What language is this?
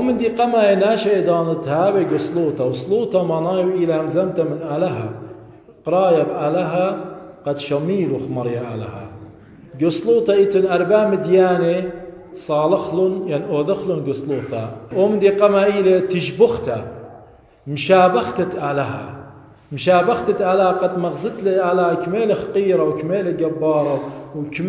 Assyrian Neo-Aramaic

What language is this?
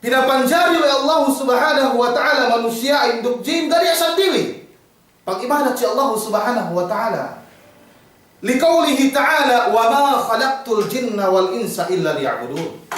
Yakan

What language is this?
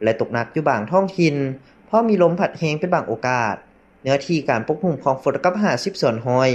Lao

